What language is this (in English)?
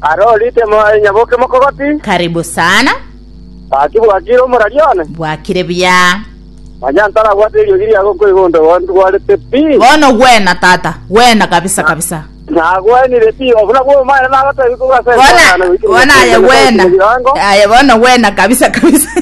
Gusii